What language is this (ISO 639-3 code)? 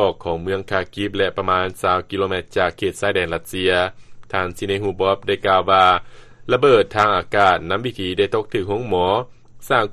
lao